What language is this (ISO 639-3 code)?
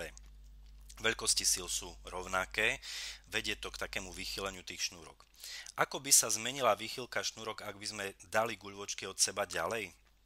slk